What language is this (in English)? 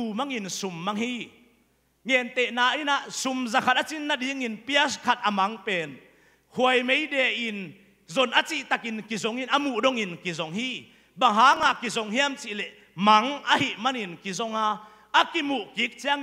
Tedim Chin